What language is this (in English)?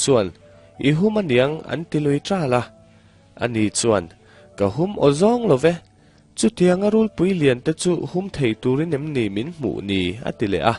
Mizo